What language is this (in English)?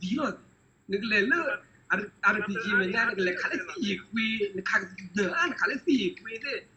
S'gaw Karen